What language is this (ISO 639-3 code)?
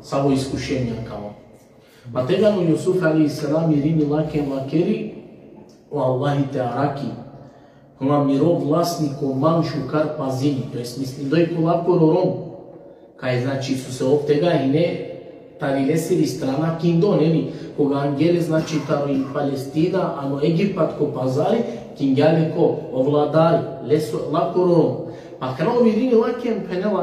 rmn